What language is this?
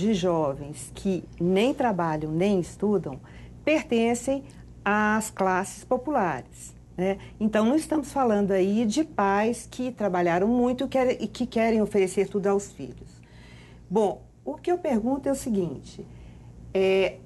Portuguese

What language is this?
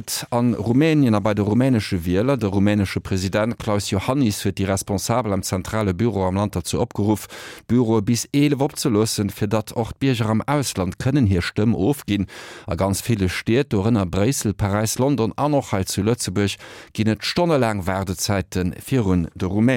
Luxembourgish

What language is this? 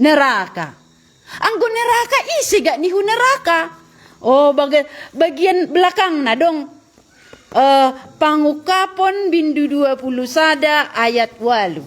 Batak Simalungun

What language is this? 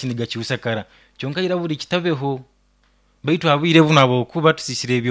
Nyoro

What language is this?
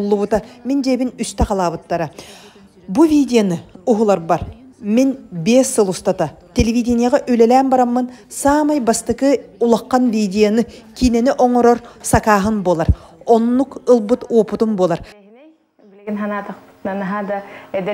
Yakut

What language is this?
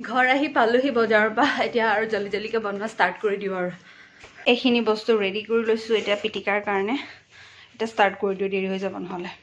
Assamese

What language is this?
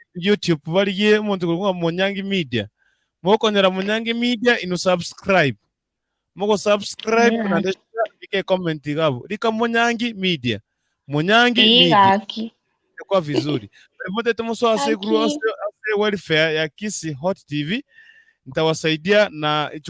Gusii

